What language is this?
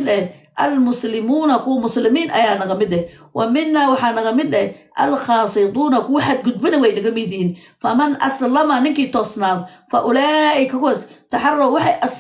Somali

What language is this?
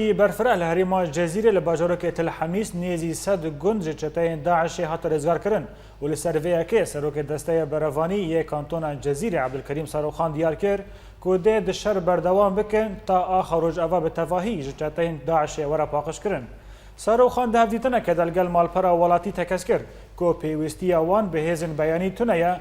Kurdish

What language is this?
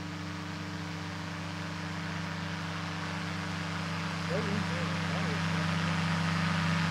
English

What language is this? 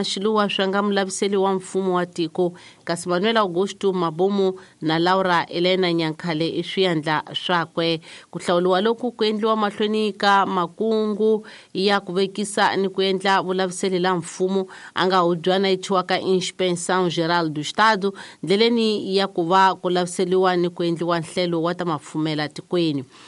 Tsonga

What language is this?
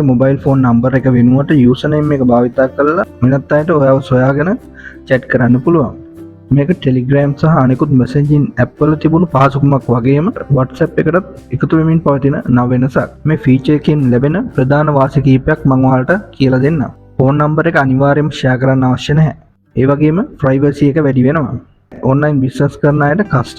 Sinhala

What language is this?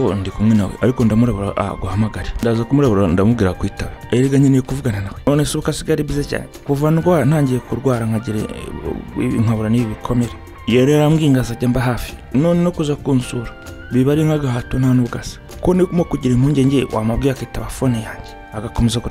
Kinyarwanda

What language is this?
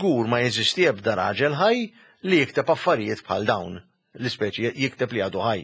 Maltese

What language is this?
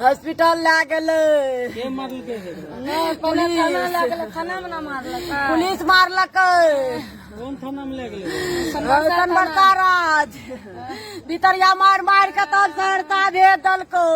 Maithili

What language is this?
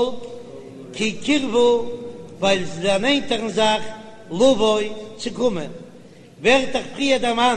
Yiddish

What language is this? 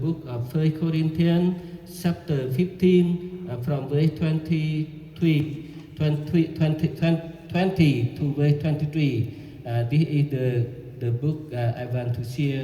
Central Mnong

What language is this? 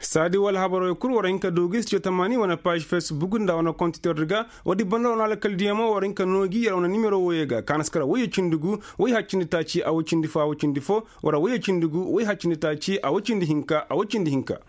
Koyraboro Senni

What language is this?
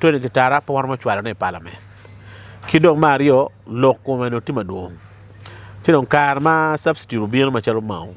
Acoli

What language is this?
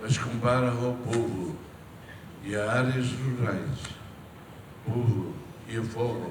Tetum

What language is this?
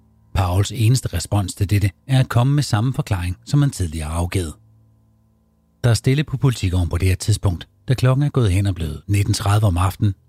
Danish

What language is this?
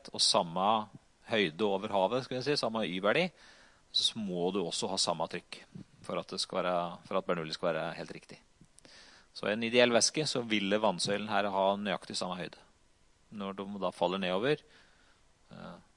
Norwegian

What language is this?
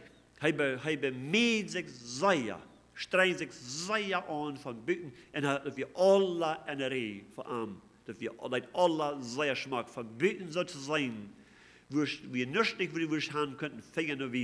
Plautdietsch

